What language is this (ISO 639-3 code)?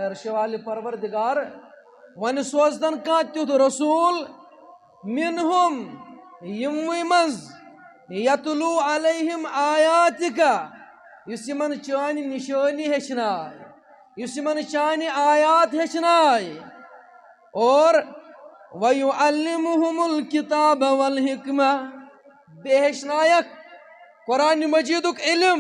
kas